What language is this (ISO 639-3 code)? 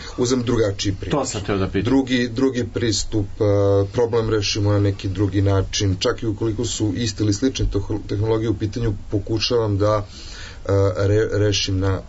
srp